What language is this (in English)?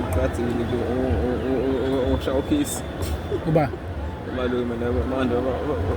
Zulu